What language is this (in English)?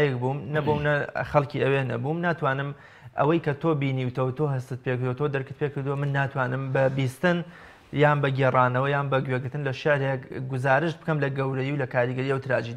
Central Kurdish